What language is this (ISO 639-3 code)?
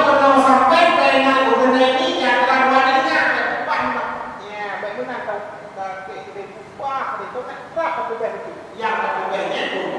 ace